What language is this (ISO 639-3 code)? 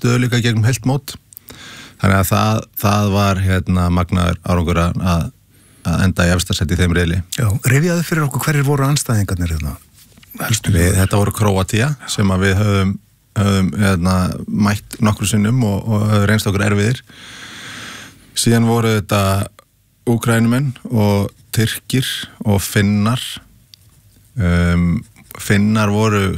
isl